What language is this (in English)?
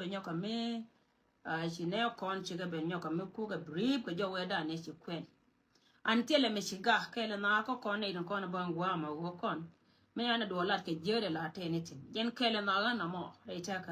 Nuer